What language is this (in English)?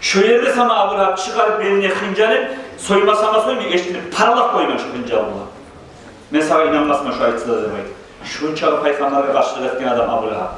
Kumyk